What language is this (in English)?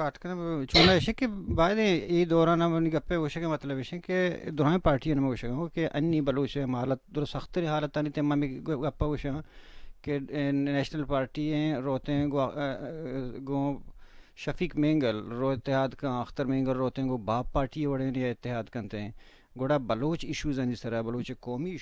Baluchi